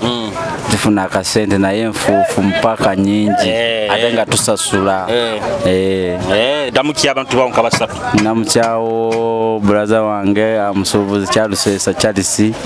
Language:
Nyoro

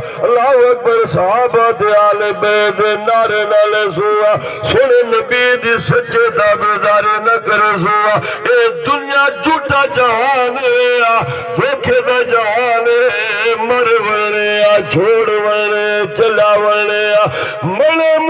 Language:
Saraiki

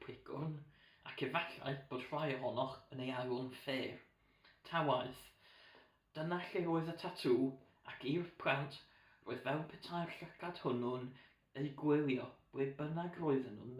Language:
Welsh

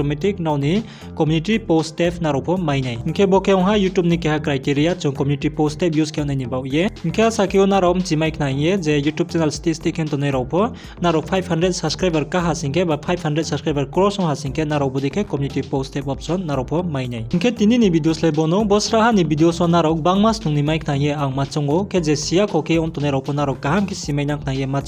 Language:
Riang (India)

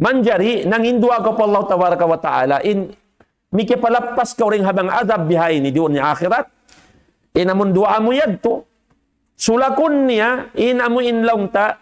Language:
Tausug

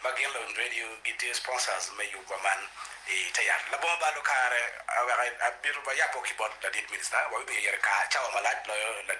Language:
Acoli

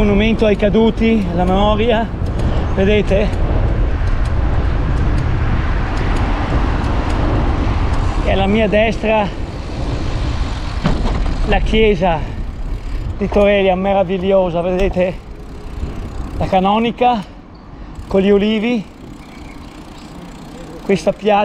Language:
Italian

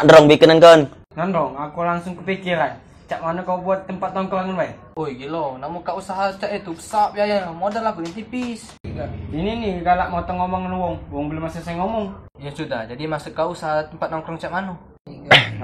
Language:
Musi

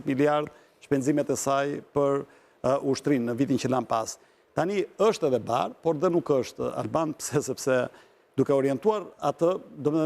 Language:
Albanian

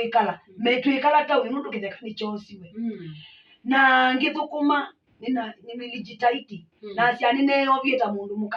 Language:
Kamba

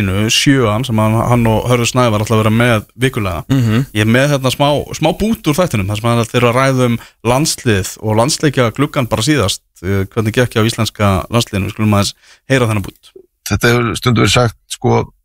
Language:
Icelandic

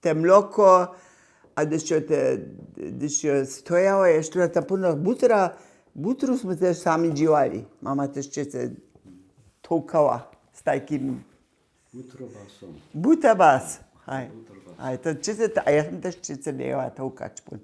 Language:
Upper Sorbian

